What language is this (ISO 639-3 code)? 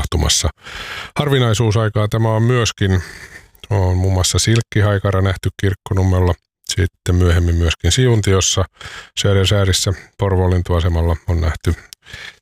fin